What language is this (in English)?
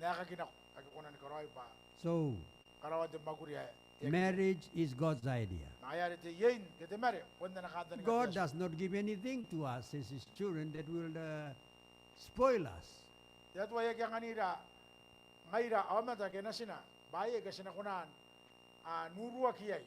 Gilbertese